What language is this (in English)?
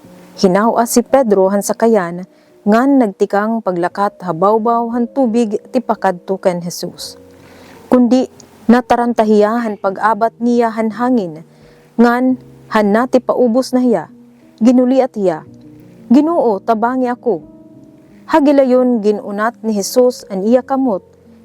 Waray